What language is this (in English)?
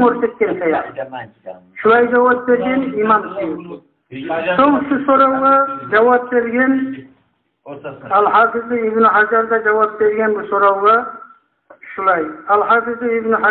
Kumyk